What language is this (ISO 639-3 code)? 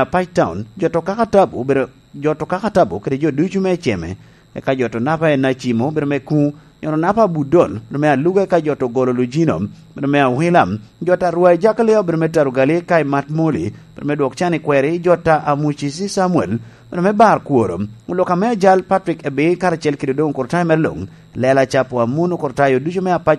laj